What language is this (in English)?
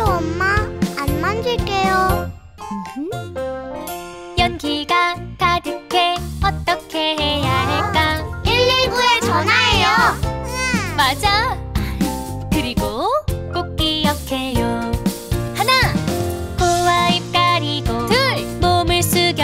Korean